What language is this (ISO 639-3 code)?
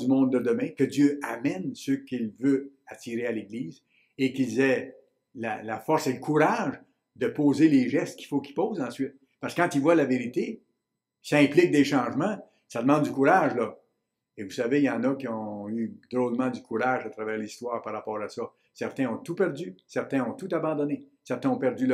fra